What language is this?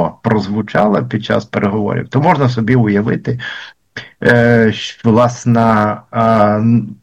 Ukrainian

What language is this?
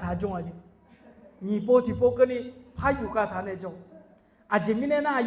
Akha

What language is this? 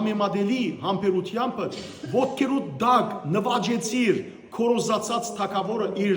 Western Armenian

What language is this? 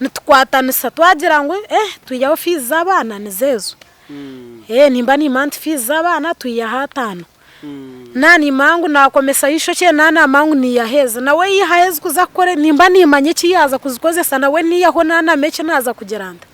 Nyankole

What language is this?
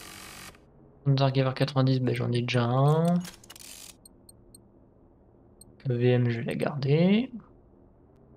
French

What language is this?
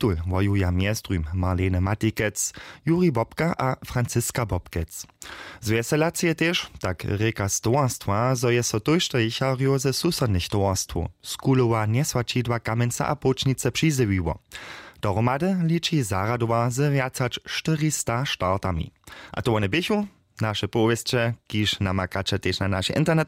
Upper Sorbian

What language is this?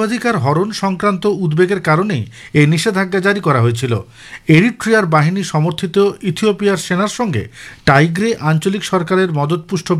Bangla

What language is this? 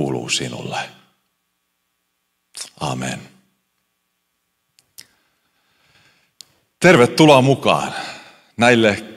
Finnish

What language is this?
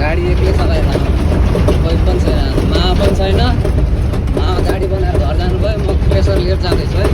Nepali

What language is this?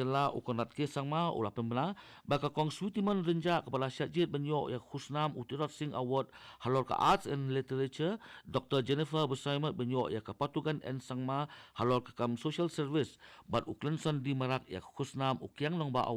Khasi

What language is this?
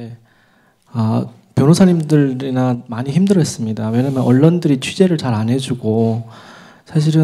Korean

